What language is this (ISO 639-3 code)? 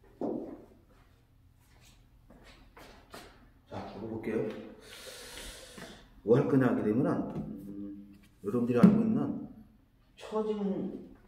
kor